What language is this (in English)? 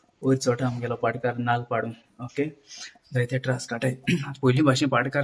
Konkani